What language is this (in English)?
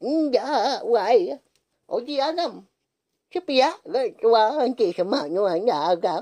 Iban